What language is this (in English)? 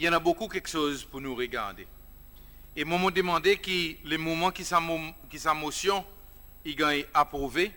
Seselwa Creole French